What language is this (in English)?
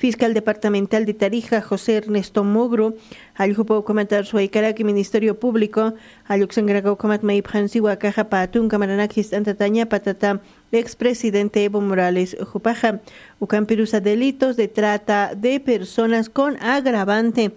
Aymara